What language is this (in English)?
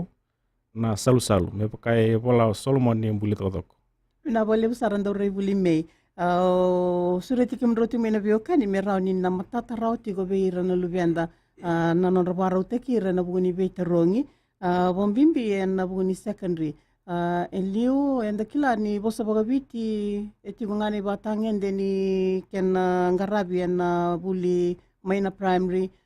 Fijian